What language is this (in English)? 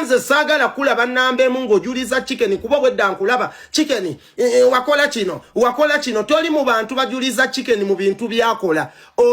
Ganda